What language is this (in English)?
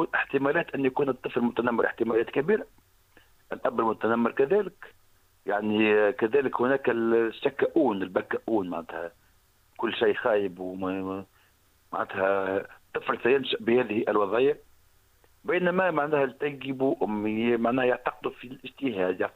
Tunisian Arabic